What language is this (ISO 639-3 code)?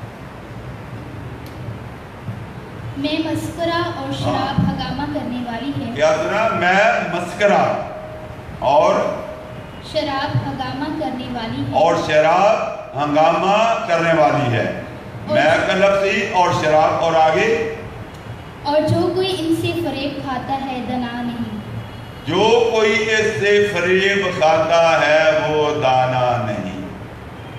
urd